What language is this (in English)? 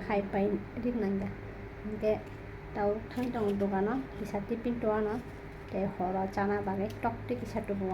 Kok Borok